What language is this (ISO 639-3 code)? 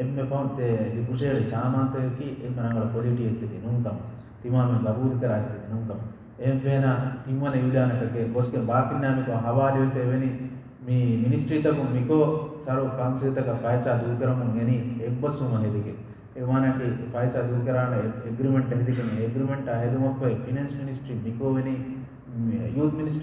div